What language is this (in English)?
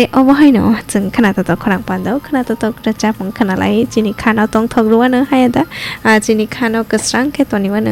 Kok Borok